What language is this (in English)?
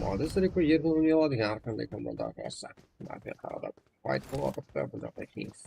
Kara-Kalpak